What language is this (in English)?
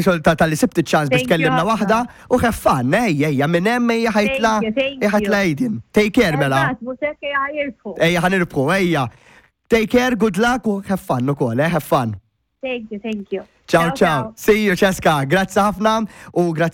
Maltese